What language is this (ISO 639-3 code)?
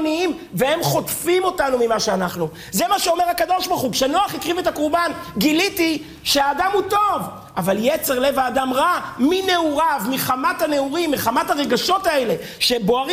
heb